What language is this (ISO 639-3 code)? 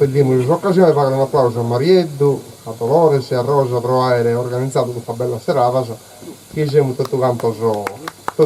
srd